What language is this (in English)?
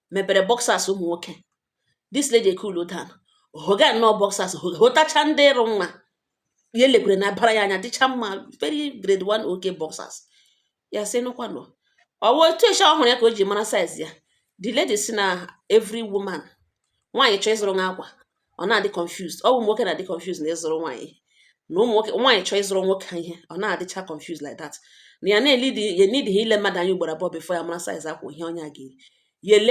Igbo